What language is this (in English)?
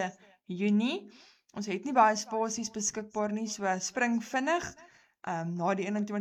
Afrikaans